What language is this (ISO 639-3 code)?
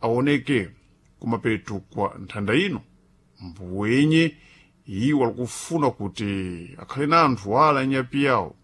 seh